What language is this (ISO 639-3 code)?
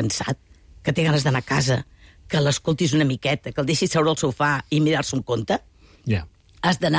cat